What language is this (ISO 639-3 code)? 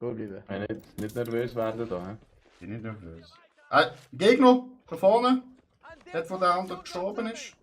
gsw